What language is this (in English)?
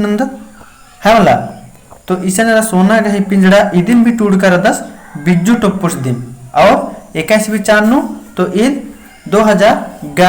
Kurukh